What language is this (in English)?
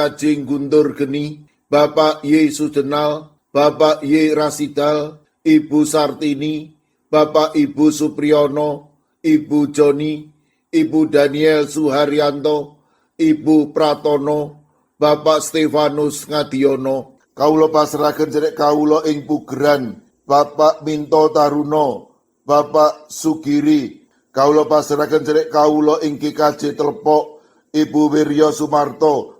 Javanese